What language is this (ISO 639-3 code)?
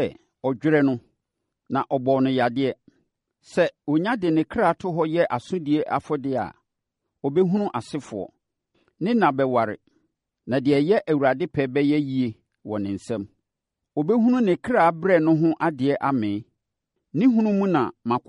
aka